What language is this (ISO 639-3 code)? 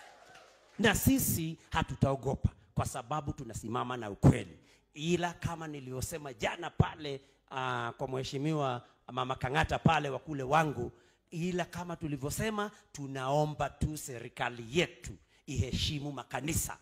swa